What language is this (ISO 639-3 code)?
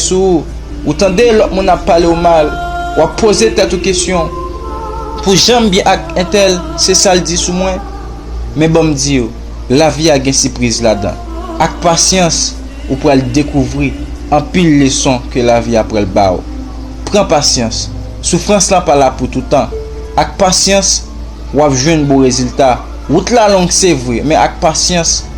hat